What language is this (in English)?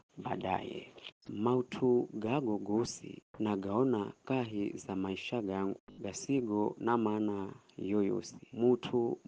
Giryama